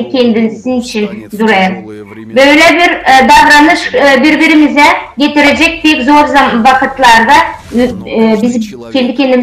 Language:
Gagauz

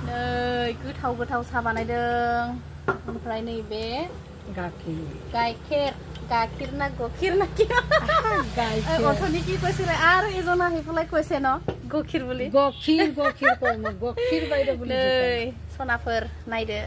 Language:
Bodo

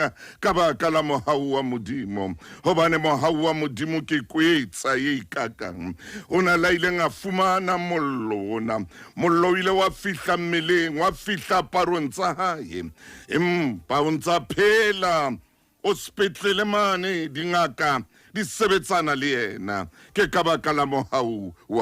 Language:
Southern Sotho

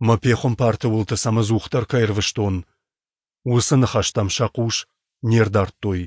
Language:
Ossetic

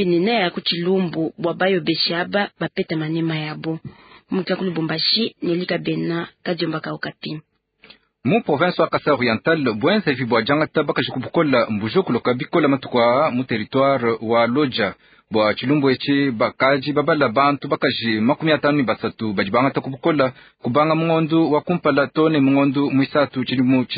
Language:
Luba-Lulua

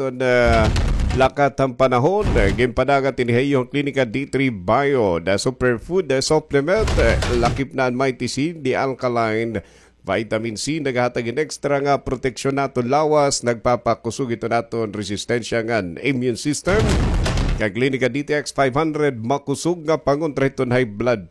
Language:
Waray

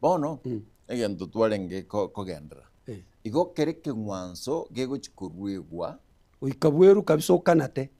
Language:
Gusii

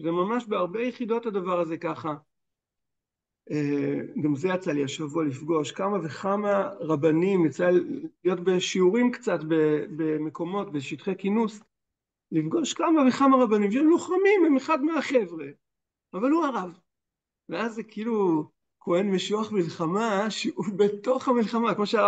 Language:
Hebrew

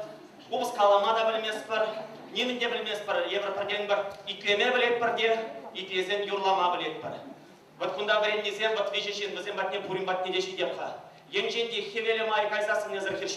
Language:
Chuvash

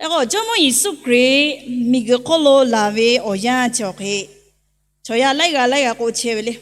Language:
Lahu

